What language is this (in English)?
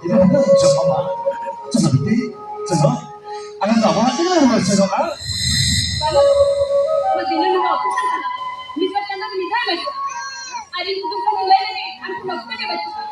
Santali